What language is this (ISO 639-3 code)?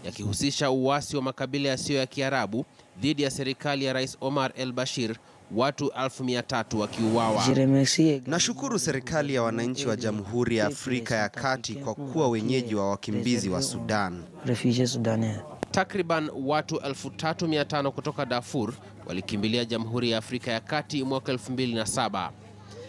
swa